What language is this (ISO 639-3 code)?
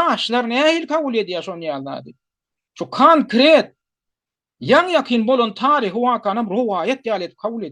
tuk